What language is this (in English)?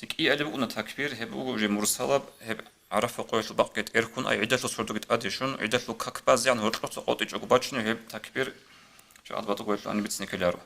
Avaric